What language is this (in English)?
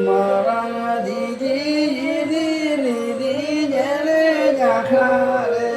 Santali